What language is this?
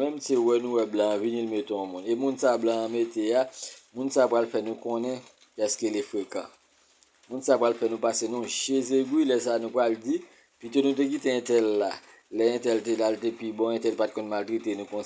Haitian Creole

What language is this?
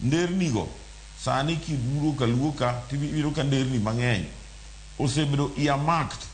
Luo (Kenya and Tanzania)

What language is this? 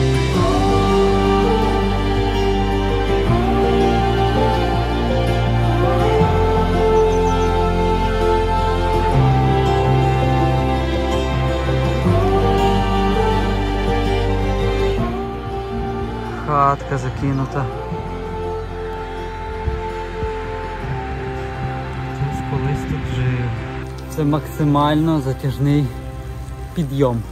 Ukrainian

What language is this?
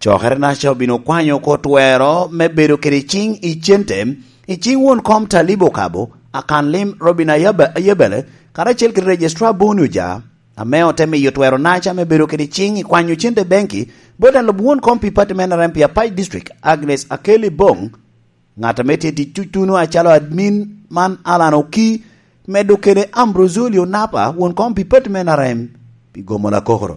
Lango (Uganda)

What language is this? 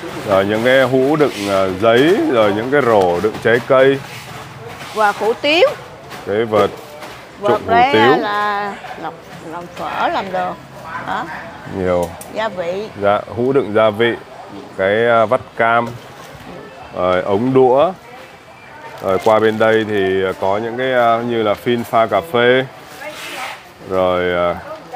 Vietnamese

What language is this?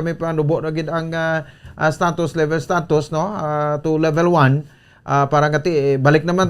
Hiligaynon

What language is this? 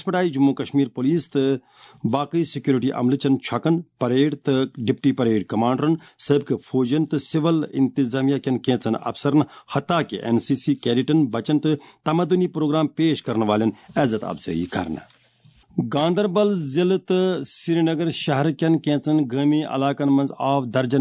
Kashmiri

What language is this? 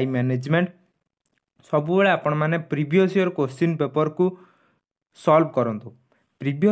Odia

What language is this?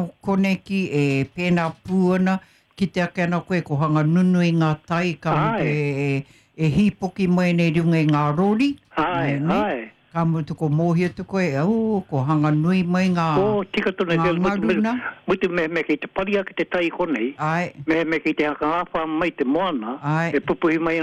Māori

